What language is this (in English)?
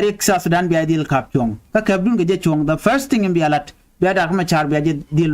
Nuer